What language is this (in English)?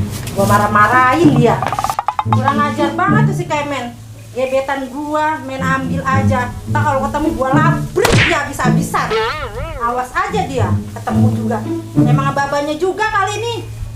Betawi